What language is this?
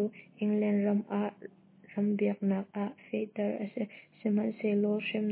Hakha Chin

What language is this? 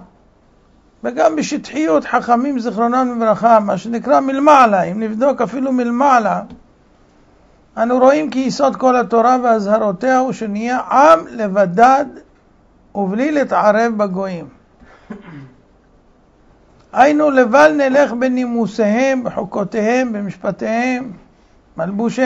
Hebrew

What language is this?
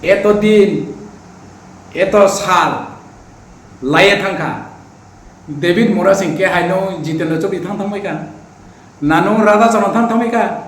Riang (India)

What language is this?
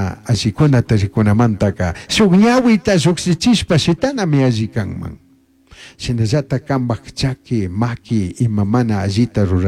Chimborazo Highland Quichua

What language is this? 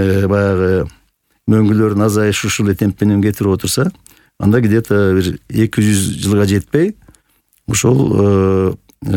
Kyrgyz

